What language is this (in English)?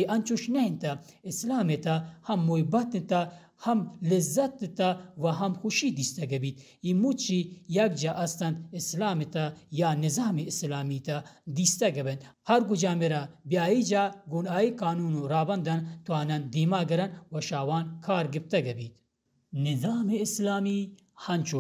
Baluchi